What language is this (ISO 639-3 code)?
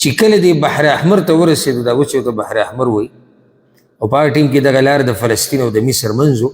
pus